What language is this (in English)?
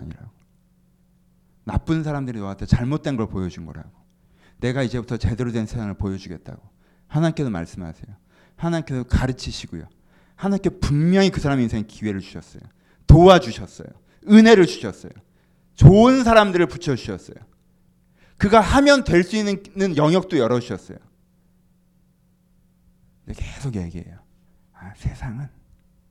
Korean